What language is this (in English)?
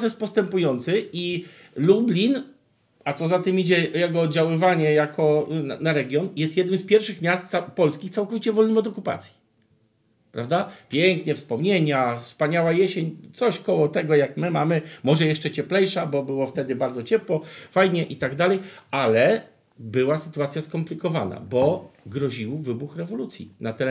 Polish